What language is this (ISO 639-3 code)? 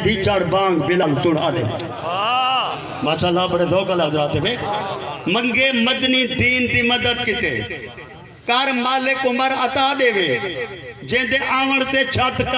skr